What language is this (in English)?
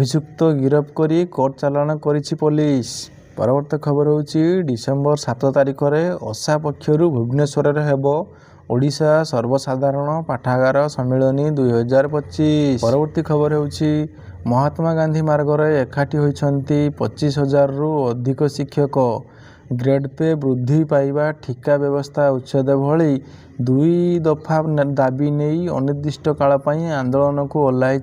Odia